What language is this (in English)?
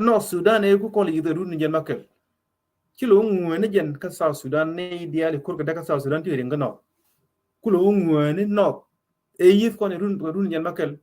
Nuer